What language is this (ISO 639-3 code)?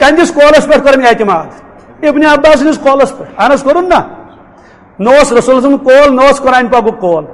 kas